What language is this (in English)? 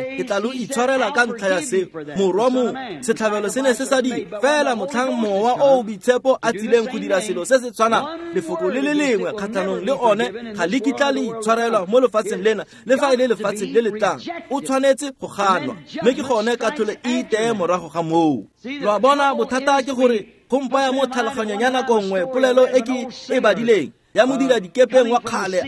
Tswana